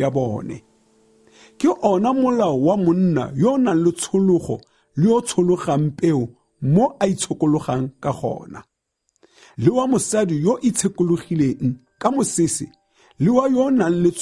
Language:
Tswana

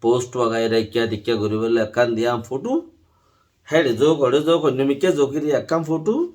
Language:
Rohingya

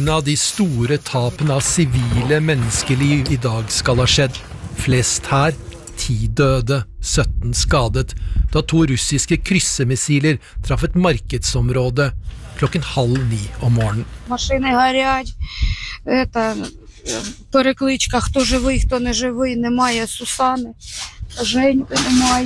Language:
Norwegian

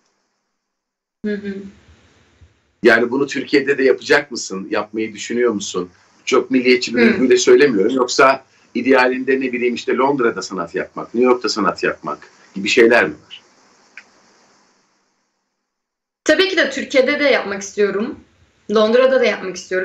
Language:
Turkish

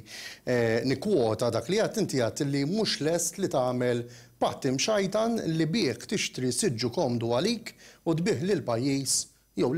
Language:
Maltese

